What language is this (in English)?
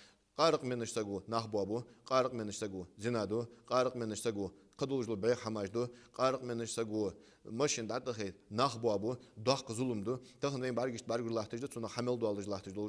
Ingush